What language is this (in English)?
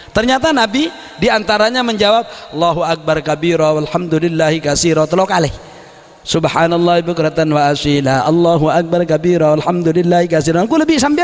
Madurese